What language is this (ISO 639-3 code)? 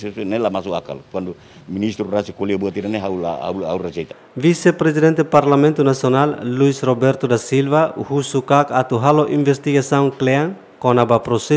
tet